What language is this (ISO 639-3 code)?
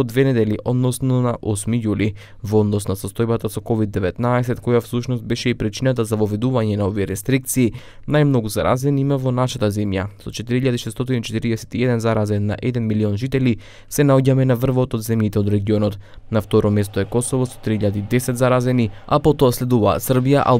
mkd